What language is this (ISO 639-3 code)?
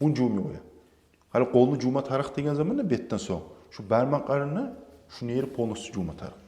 kum